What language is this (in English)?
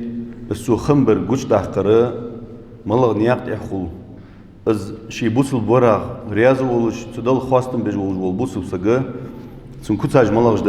Ingush